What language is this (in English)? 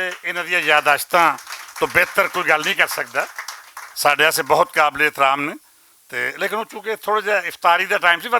Western Panjabi